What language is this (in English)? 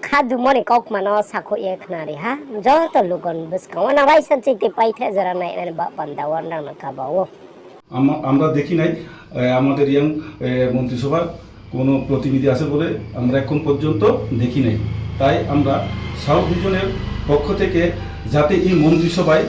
Riang (India)